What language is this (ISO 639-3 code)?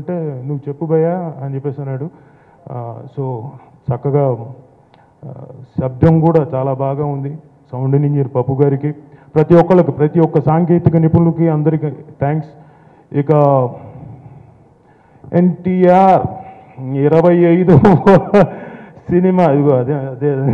tel